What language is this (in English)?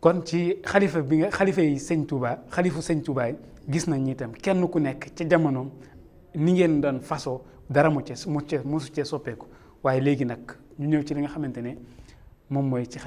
Wolof